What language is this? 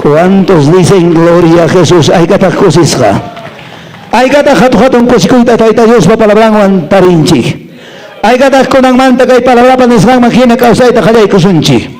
Quechua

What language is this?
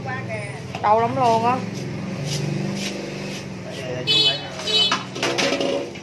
Vietnamese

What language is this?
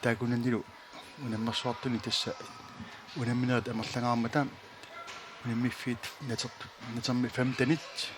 Kalaallisut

